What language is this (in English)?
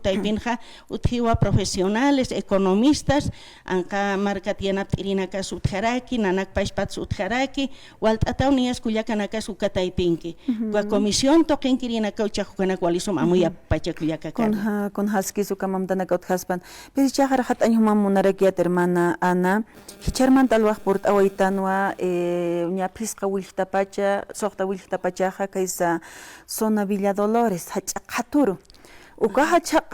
Aymara